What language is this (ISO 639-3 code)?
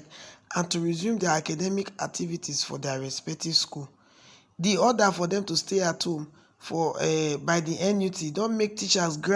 pcm